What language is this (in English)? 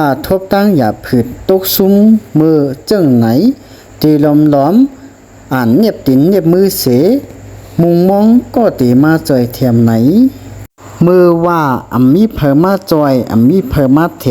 Shan